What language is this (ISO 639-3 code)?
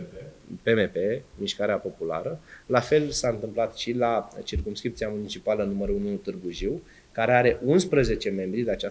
ron